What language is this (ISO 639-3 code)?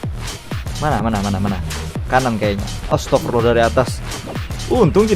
bjn